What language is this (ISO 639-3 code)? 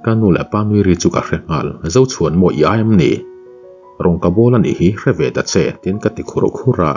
lus